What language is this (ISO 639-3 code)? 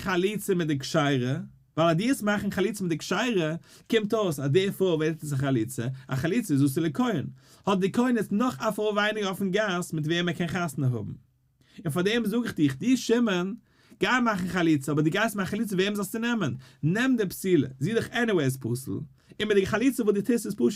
yid